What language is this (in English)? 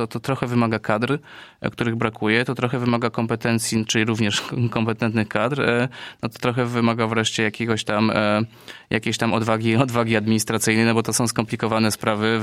Polish